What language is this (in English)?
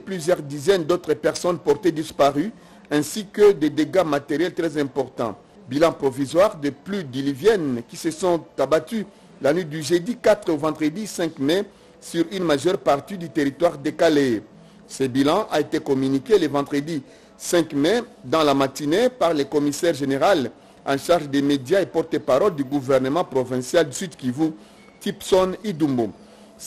French